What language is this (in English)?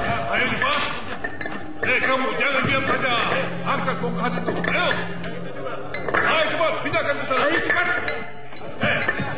Indonesian